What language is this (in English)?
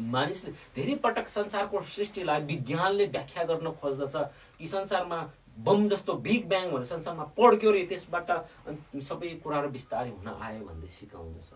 Nepali